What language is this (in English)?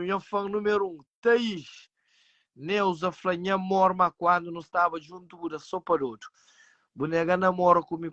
Kabuverdianu